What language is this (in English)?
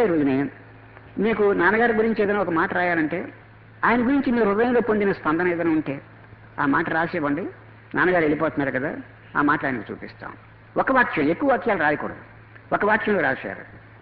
Telugu